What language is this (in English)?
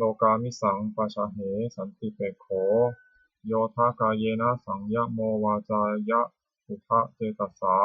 Pali